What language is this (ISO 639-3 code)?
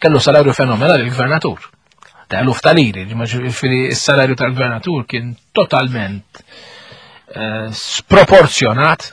mlt